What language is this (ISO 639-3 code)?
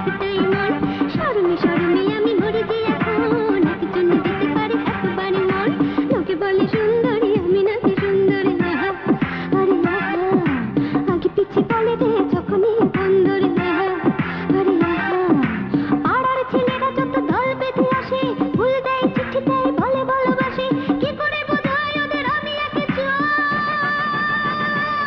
ben